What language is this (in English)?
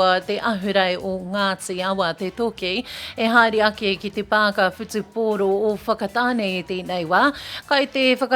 Māori